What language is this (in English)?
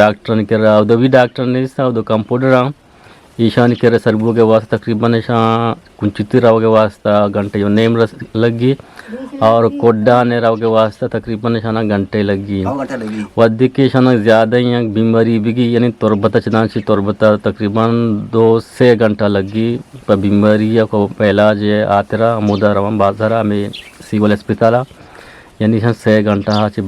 Eastern Balochi